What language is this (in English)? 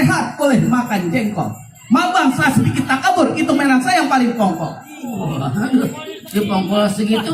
Betawi